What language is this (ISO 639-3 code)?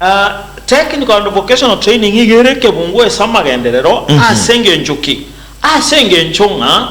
guz